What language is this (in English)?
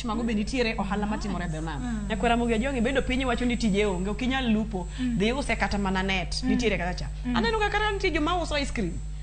Luo (Kenya and Tanzania)